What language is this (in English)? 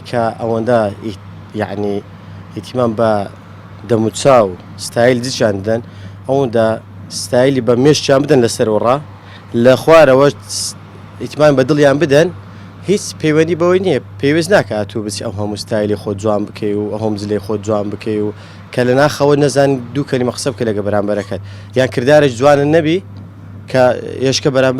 Central Kurdish